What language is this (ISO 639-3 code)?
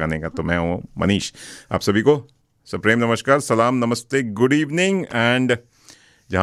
hin